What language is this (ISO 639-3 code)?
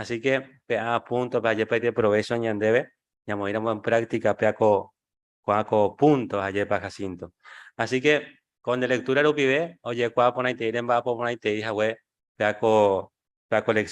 grn